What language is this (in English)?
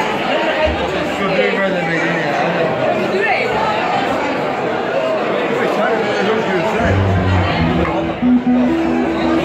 Norwegian